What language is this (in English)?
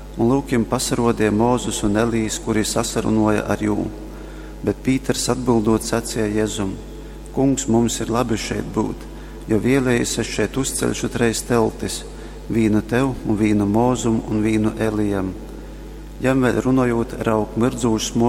Latgalian